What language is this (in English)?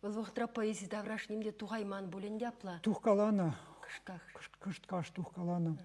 Chuvash